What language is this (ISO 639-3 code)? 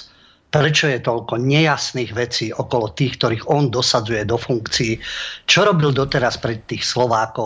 slk